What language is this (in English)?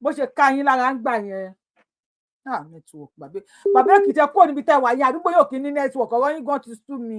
Yoruba